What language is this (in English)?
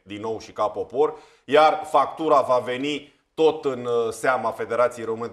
Romanian